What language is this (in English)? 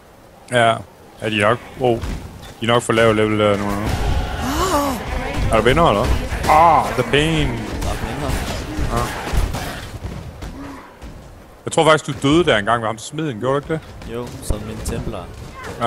Danish